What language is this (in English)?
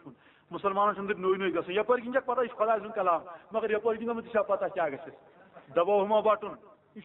Kashmiri